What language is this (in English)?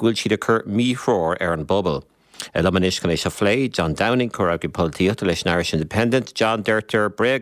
Irish